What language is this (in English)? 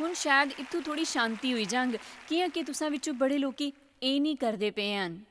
Dogri